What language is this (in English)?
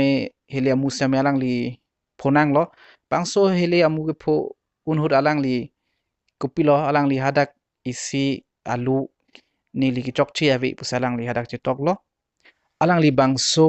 Karbi